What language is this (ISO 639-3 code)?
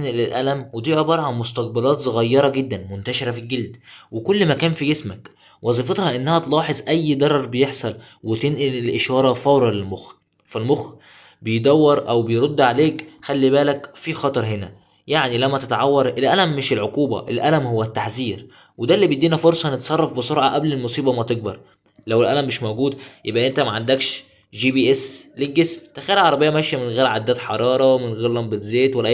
arz